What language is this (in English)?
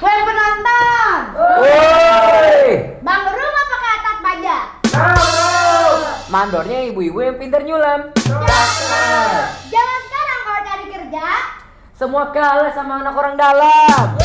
Betawi